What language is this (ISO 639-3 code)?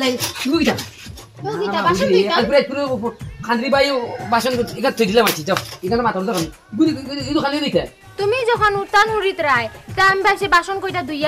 syl